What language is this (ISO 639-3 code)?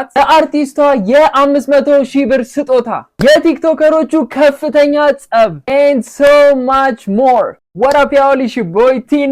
amh